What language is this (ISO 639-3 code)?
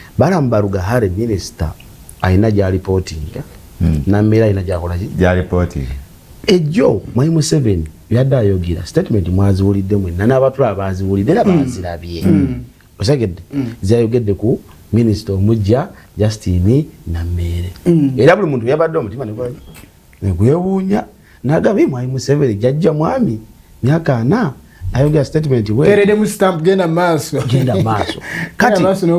lug